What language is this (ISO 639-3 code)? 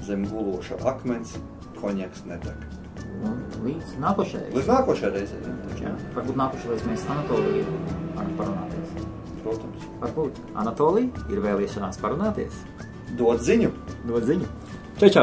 lav